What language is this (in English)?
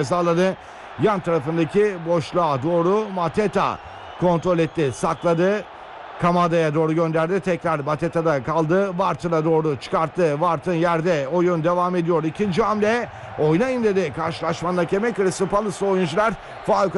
Turkish